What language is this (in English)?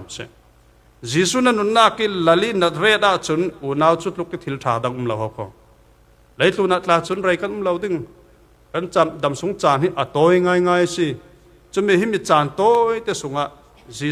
Falam Chin